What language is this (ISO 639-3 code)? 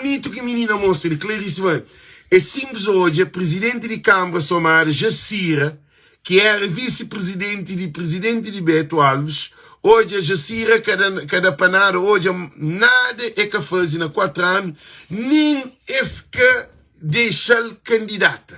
kea